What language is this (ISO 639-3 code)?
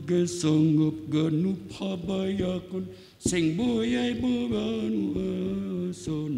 bts